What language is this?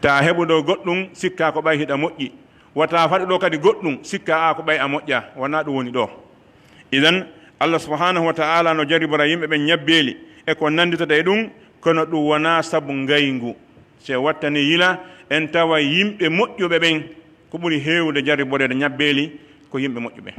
Pular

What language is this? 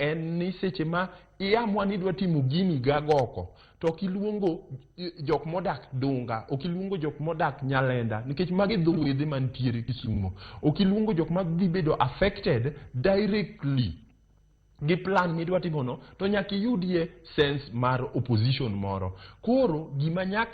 Luo (Kenya and Tanzania)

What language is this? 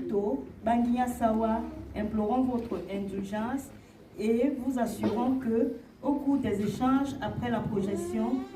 Duala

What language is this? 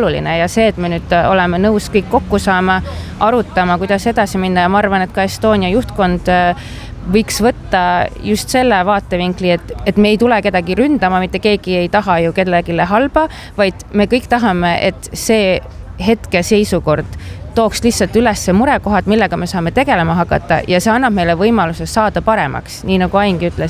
Estonian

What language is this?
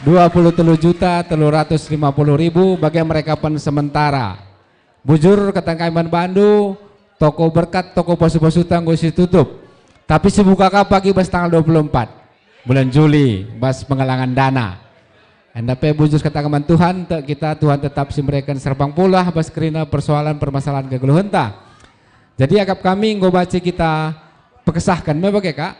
Batak Karo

